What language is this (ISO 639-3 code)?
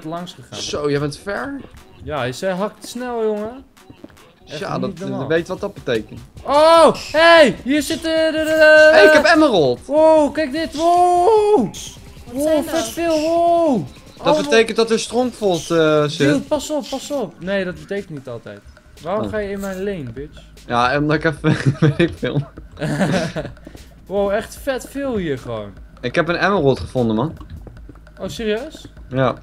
nld